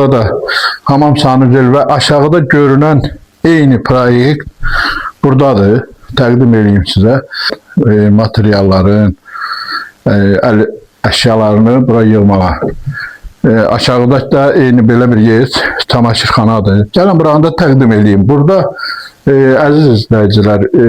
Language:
Azerbaijani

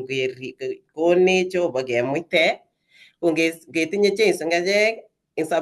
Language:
Kalenjin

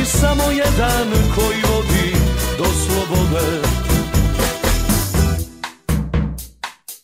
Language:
Croatian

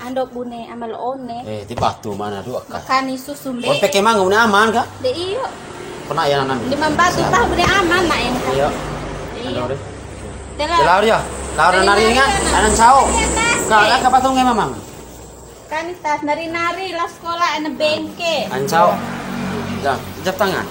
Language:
Bima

